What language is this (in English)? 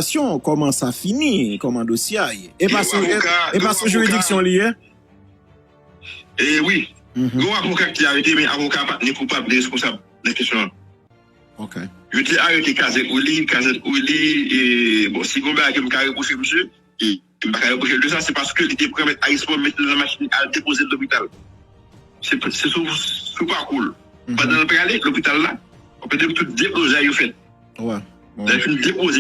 Haitian Creole